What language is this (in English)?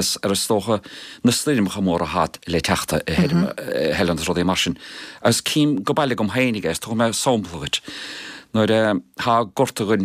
Irish